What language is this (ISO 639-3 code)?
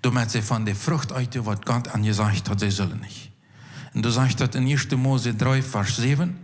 pdt